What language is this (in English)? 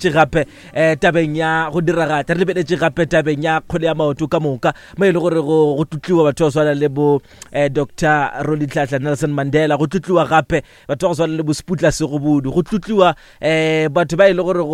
Northern Sotho